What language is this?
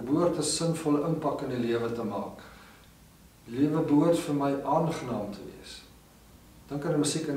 Afrikaans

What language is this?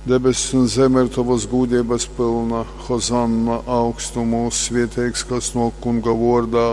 Latgalian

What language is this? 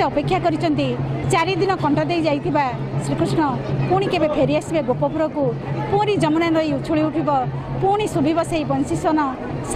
Odia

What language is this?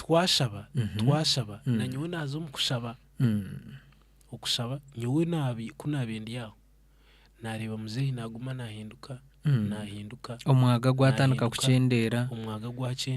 Nyankole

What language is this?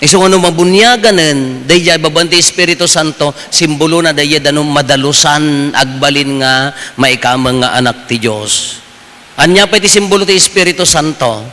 Iloko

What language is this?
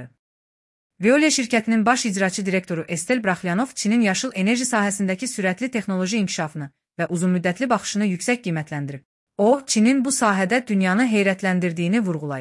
Azerbaijani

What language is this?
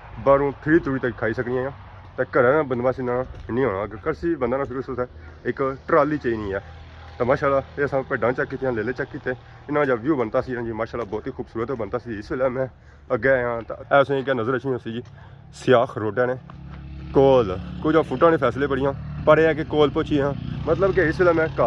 Pahari-Potwari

